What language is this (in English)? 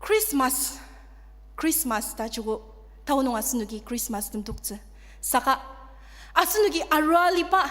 Ao Naga